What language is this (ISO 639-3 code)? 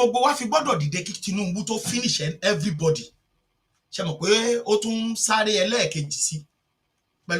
yor